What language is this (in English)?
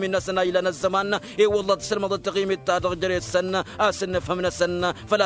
Tamasheq